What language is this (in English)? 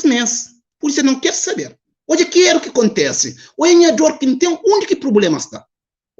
Kabuverdianu